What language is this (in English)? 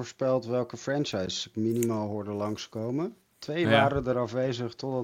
Dutch